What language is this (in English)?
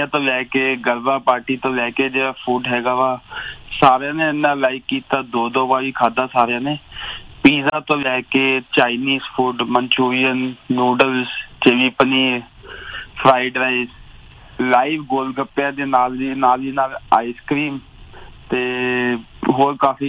Punjabi